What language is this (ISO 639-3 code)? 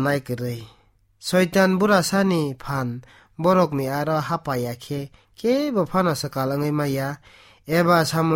trp